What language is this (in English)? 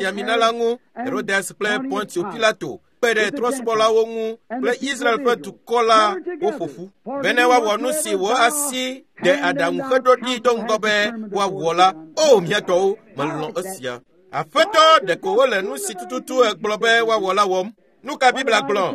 Ewe